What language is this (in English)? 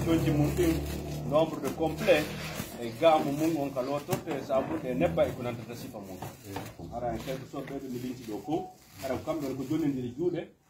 Pular